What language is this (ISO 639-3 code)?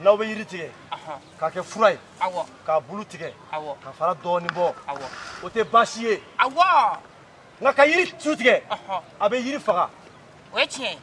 bam